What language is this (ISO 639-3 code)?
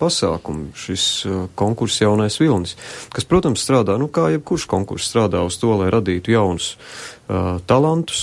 lav